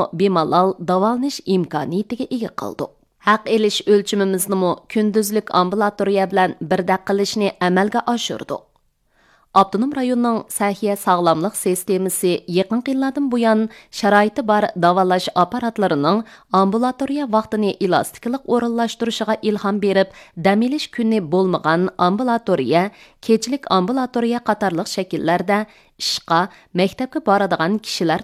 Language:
Uyghur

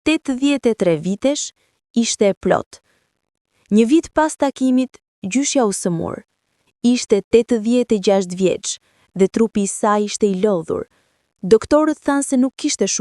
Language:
Albanian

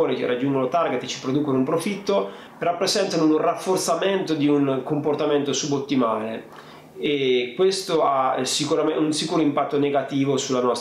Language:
Italian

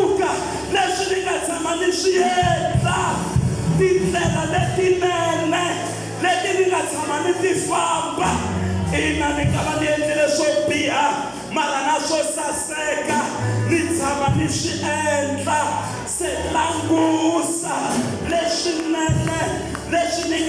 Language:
Tsonga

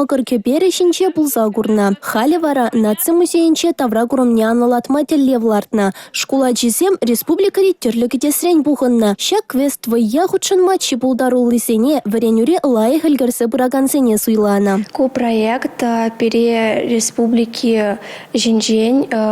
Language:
Chuvash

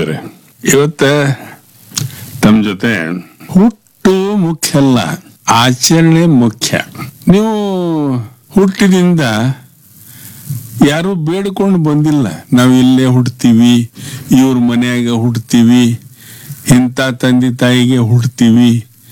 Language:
Kannada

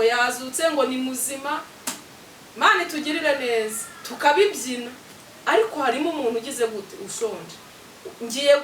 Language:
Kinyarwanda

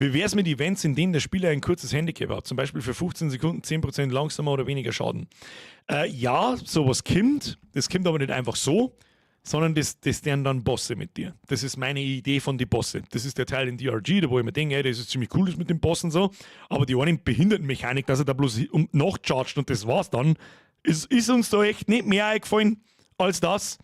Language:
Bavarian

